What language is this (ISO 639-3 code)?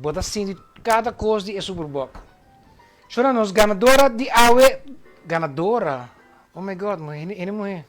pap